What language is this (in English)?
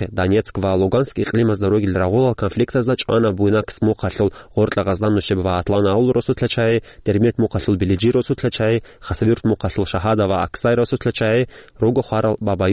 Avaric